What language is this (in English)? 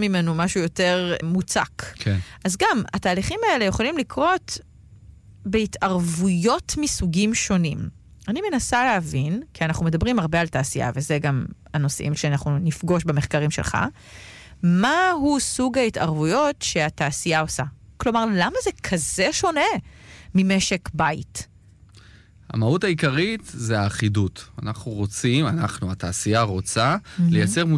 Hebrew